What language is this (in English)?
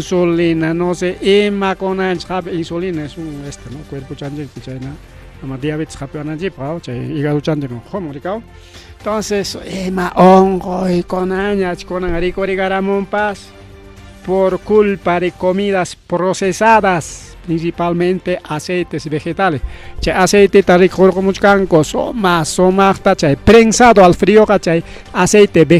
Ayacucho Quechua